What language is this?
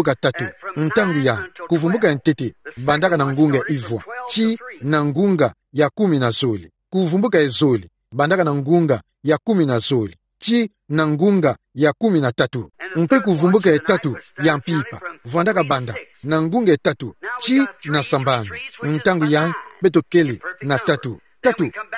Kituba (Democratic Republic of Congo)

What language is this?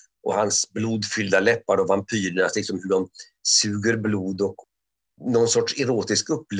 Swedish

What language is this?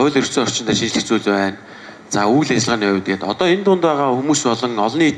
Mongolian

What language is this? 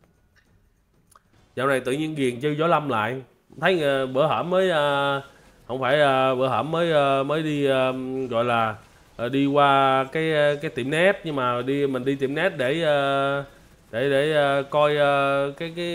Vietnamese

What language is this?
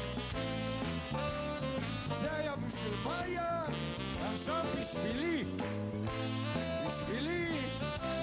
Hebrew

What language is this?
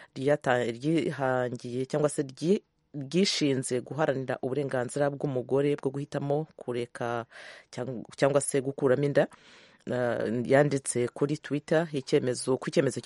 Kinyarwanda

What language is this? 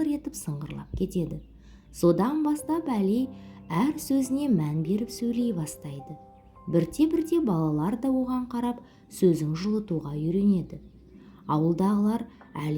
Kazakh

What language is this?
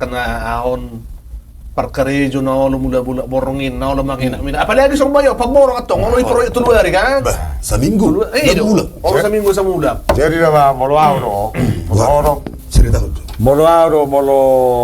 Batak Toba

